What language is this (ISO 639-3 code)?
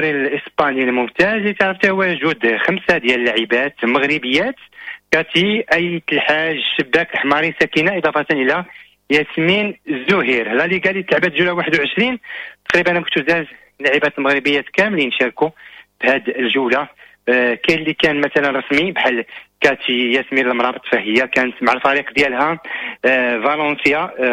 ary